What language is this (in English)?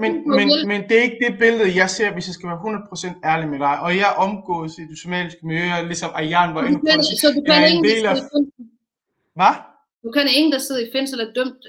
Danish